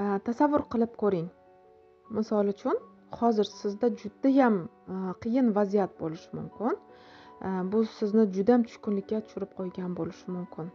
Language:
Uzbek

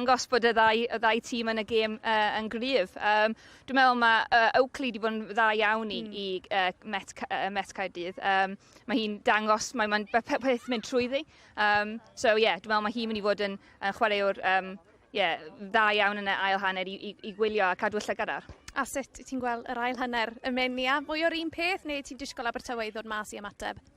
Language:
Welsh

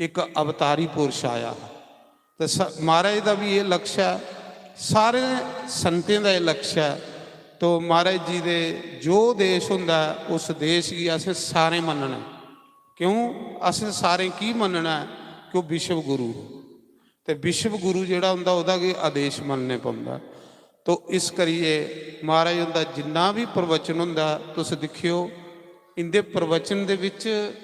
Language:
Dogri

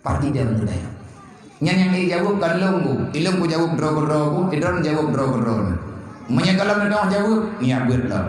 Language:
Achinese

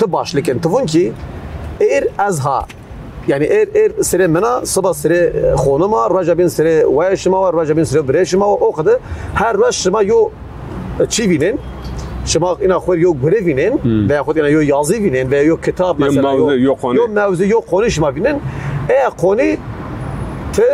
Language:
Zaza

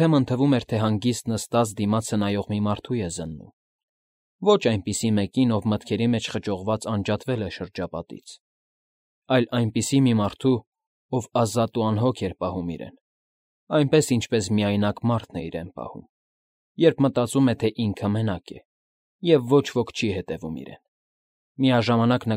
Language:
Armenian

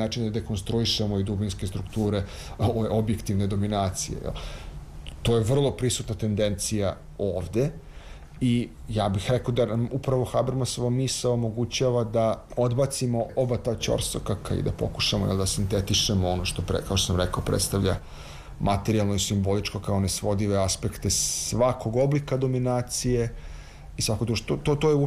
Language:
Serbian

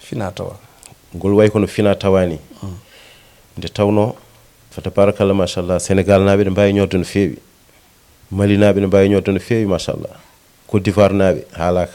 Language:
Fula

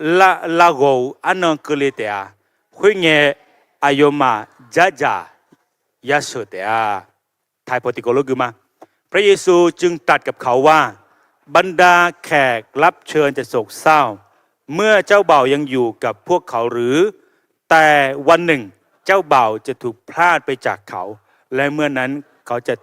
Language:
Akha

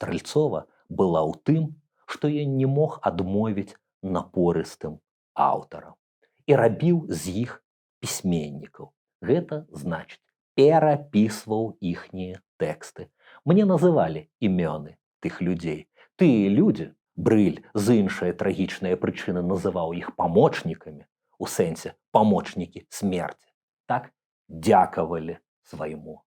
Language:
Belarusian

